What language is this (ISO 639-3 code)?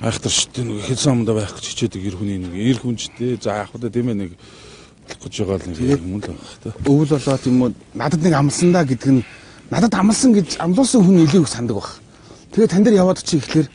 mon